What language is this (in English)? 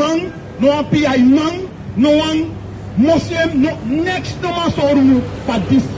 Sranan Tongo